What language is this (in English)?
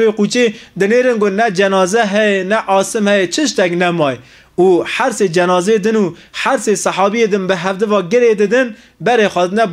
Kurdish